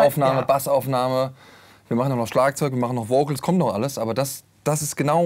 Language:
German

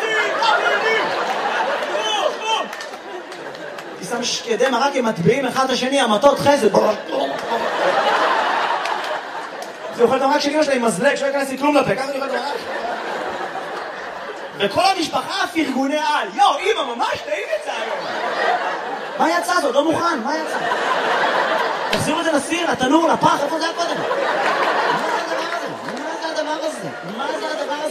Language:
Hebrew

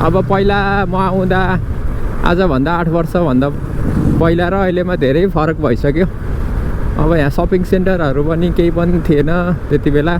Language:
Nepali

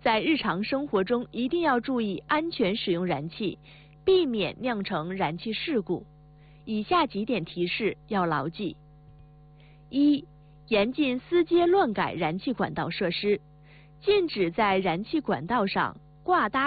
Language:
Chinese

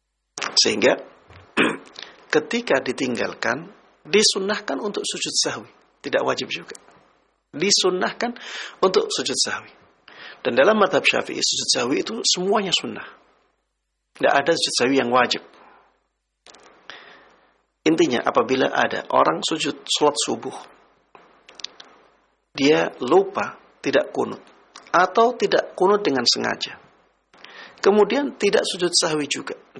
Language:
Indonesian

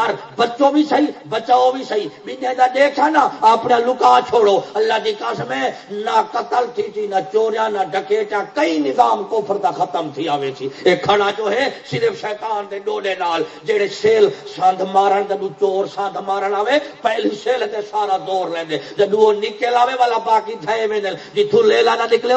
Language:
Saraiki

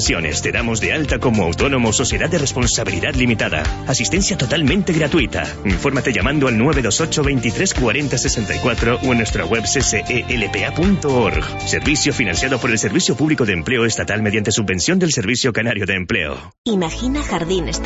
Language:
Spanish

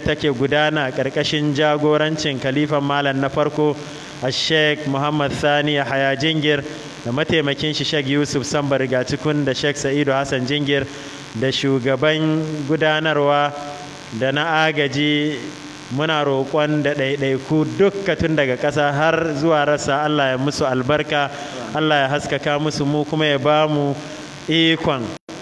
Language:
Hausa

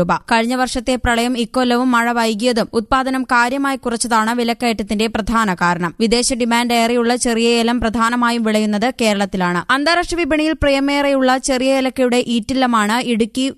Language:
Malayalam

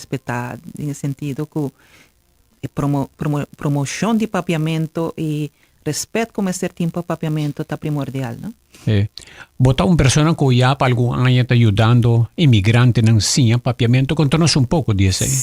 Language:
Papiamento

